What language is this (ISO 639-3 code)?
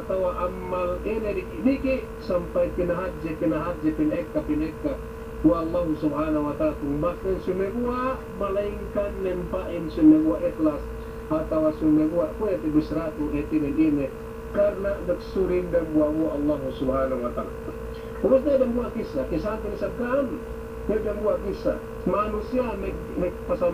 yka